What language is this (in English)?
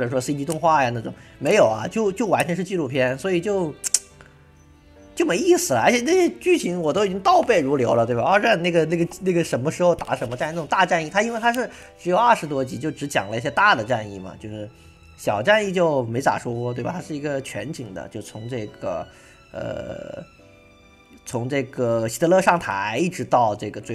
Chinese